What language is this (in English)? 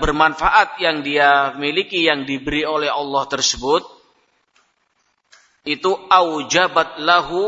Indonesian